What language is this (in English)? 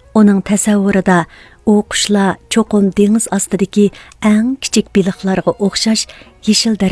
Uyghur